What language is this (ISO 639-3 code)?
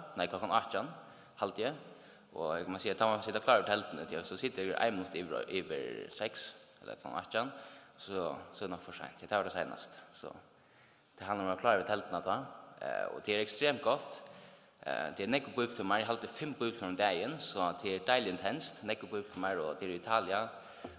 fao